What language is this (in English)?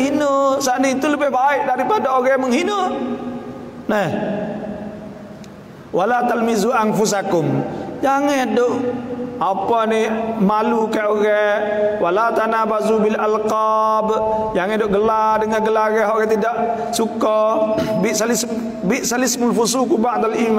Malay